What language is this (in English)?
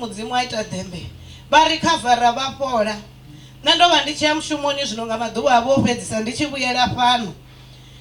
Venda